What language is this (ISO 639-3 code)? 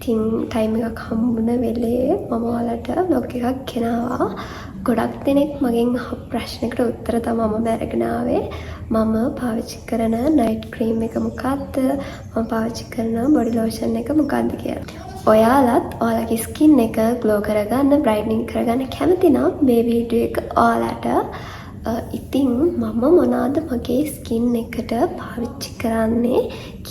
sin